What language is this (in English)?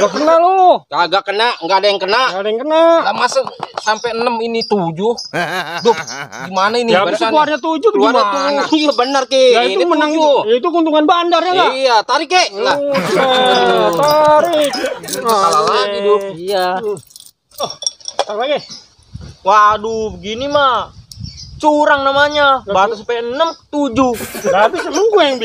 Betawi